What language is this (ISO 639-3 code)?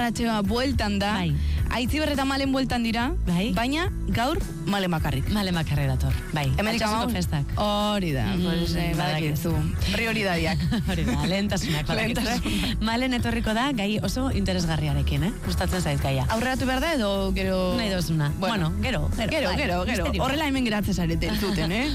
eus